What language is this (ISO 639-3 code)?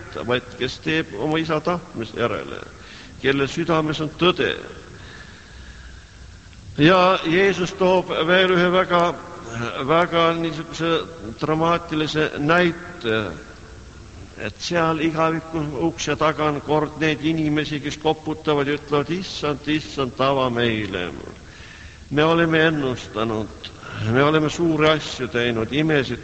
est